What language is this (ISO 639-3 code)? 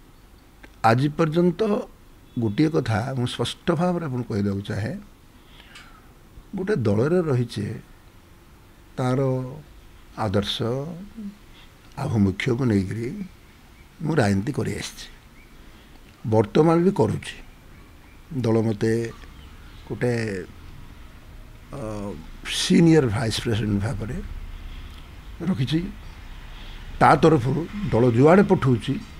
ori